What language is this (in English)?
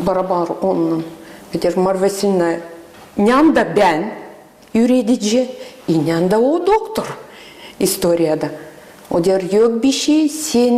Gagauz